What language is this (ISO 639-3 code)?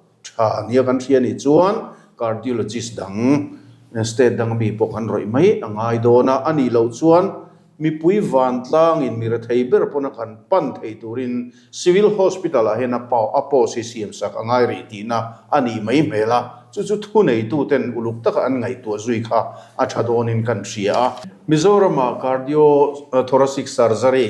lus